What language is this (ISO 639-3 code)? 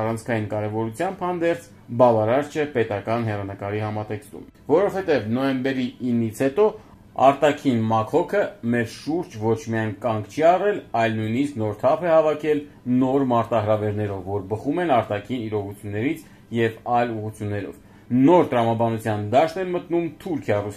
hye